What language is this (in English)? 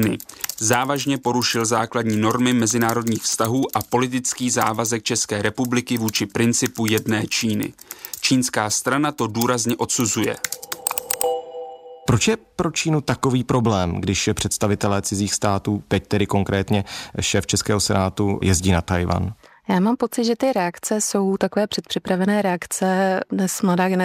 Czech